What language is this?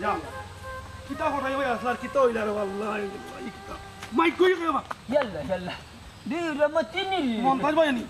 Sylheti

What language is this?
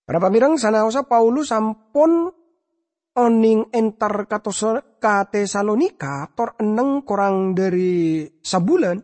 Madurese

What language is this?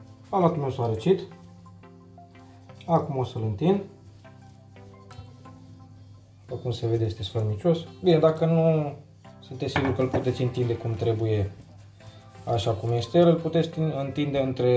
Romanian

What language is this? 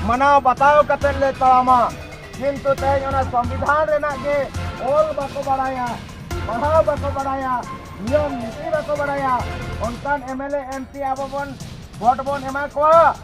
Santali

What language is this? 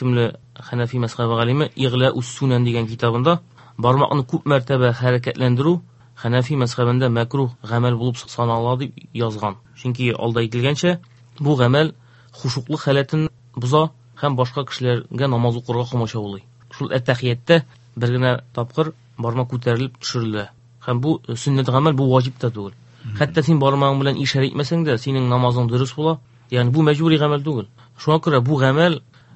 Tatar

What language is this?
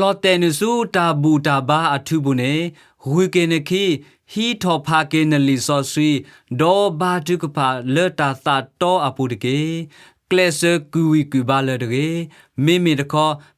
S'gaw Karen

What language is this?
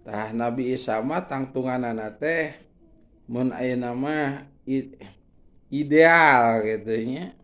Sundanese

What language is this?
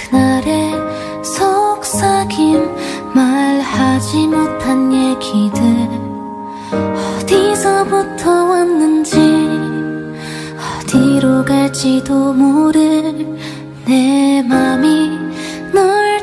Korean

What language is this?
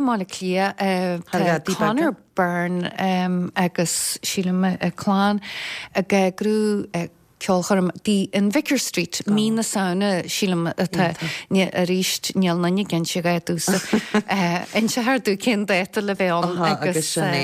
Irish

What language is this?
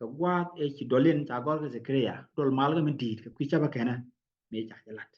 Nuer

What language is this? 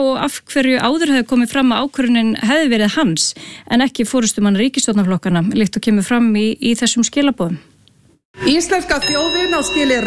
Icelandic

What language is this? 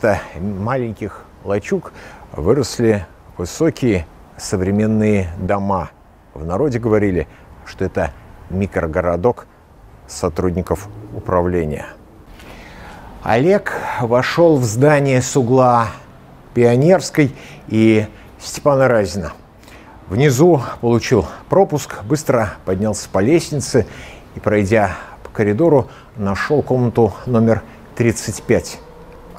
Russian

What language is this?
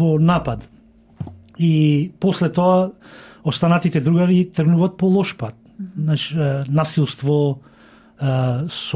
Macedonian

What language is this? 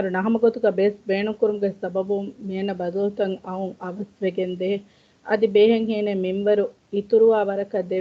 Divehi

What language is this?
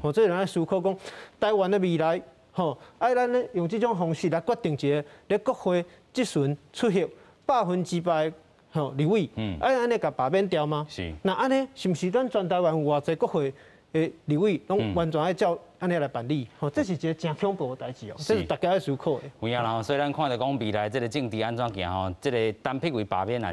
Min Nan Chinese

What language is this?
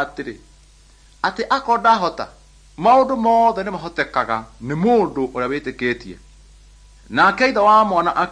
Kikuyu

